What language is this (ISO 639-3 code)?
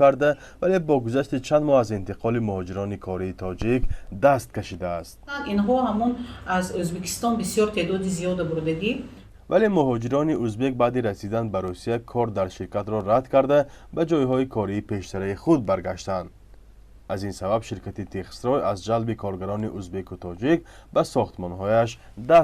tgk